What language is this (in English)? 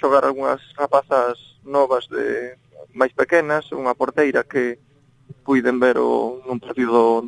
Galician